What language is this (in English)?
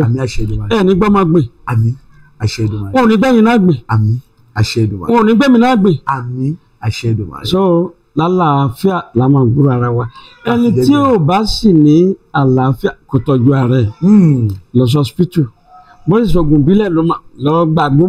Yoruba